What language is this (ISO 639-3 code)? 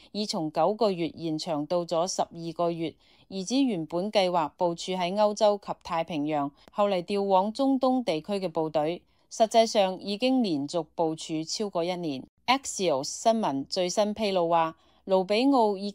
yue